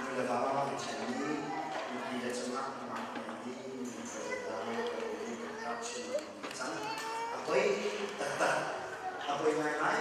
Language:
Hakha Chin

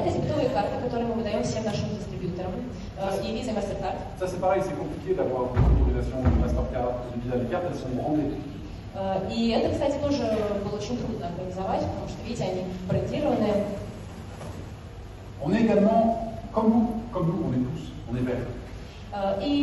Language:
Russian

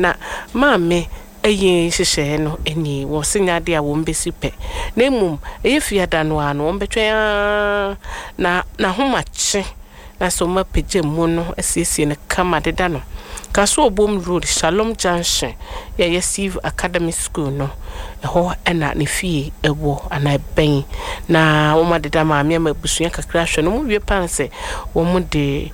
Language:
Akan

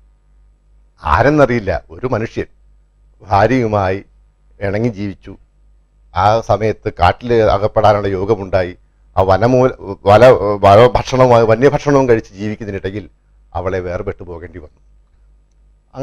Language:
Malayalam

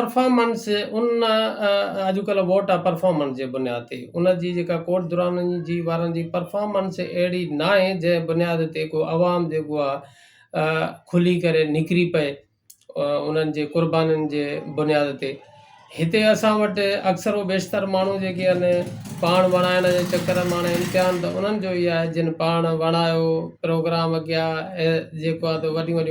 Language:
Sindhi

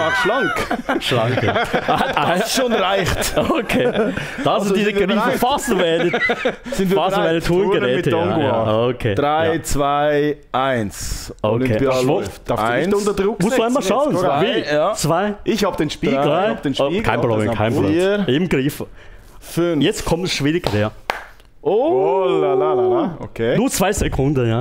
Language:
German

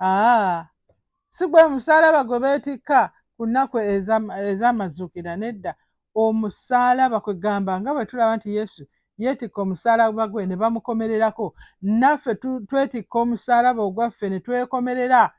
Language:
Ganda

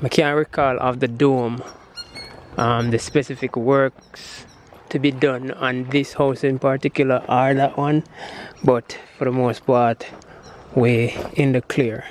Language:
Jamaican Creole English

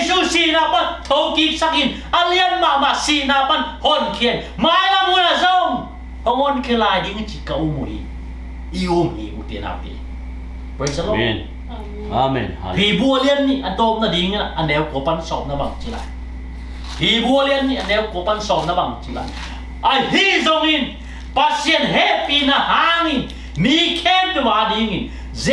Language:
Tedim Chin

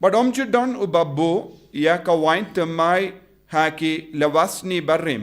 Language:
Khasi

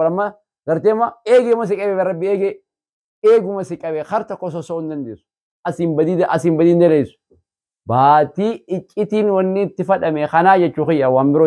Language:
Oromo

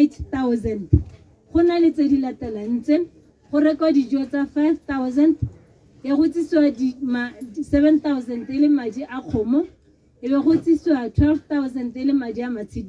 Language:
Tswana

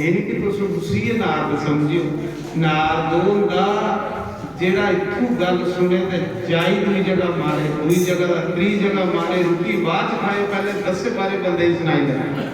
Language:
Dogri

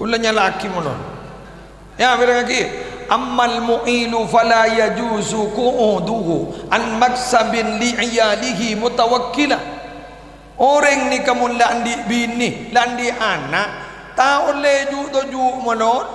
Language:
Madurese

